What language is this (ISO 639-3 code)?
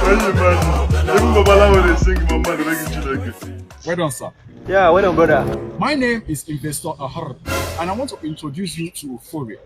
pcm